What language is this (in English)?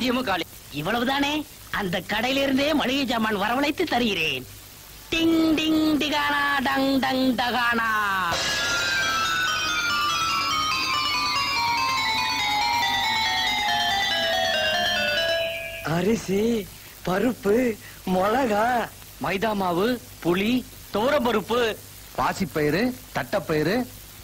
Tamil